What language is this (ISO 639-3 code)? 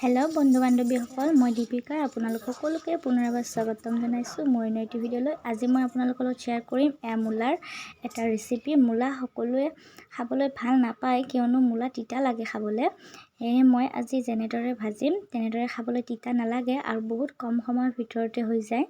asm